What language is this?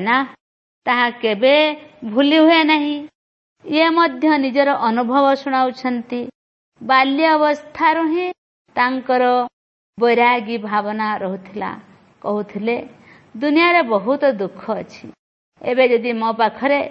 Odia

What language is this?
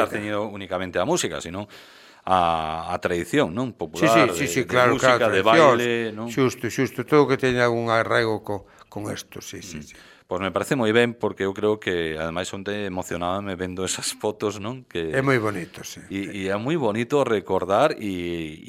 Galician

